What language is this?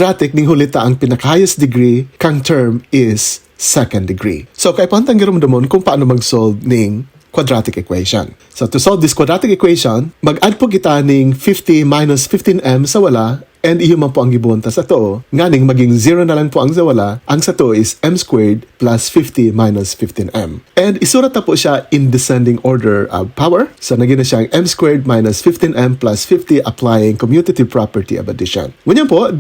Bikol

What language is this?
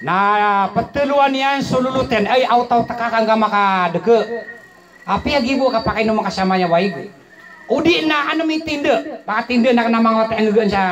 Maranao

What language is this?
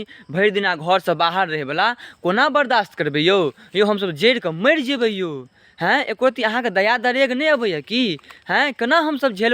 Maithili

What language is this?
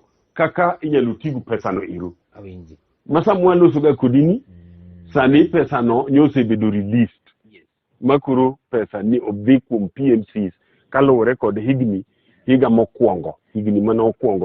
Luo (Kenya and Tanzania)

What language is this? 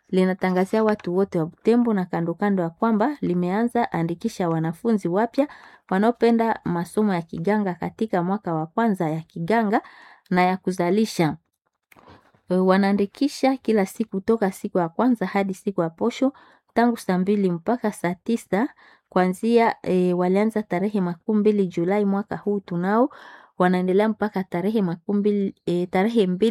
Swahili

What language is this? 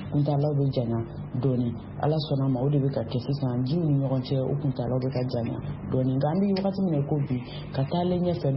Bambara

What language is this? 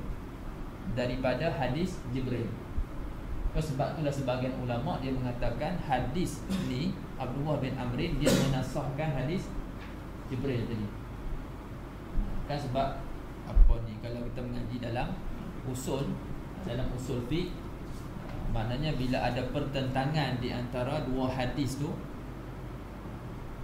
Malay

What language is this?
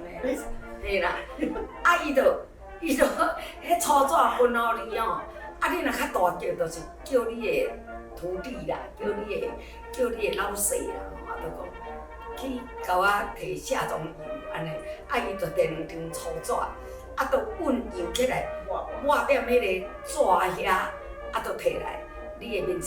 Min Nan Chinese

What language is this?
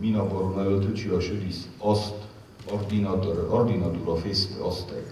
Ossetic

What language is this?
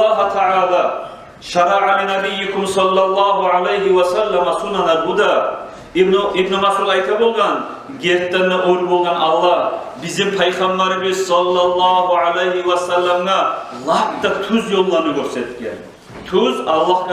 Kumyk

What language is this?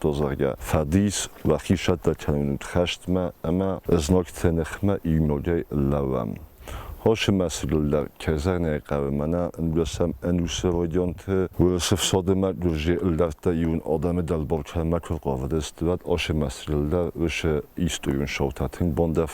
Ossetic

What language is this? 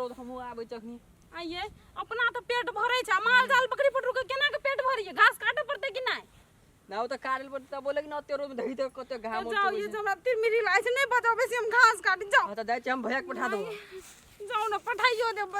Maithili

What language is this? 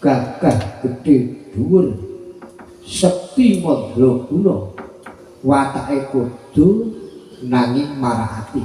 Javanese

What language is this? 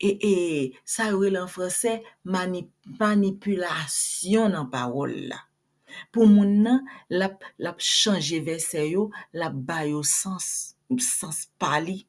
Haitian Creole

